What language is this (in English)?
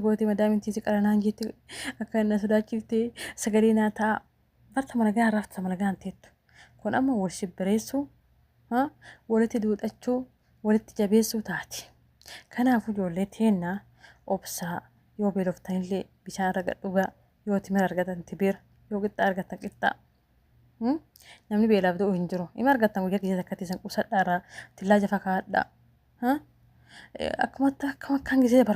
Oromo